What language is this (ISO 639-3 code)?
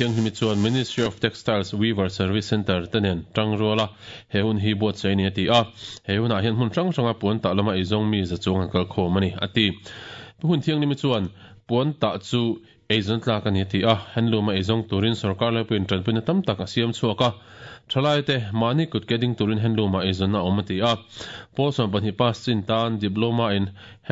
lus